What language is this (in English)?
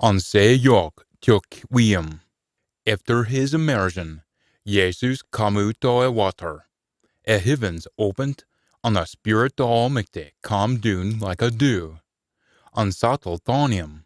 Scots